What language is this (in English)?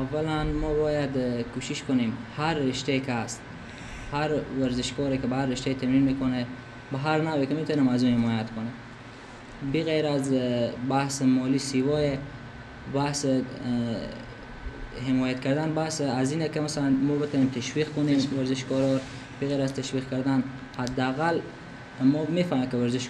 Persian